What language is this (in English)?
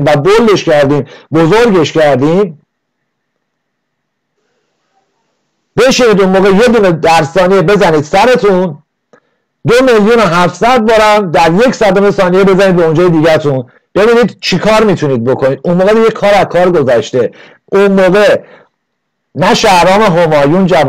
Persian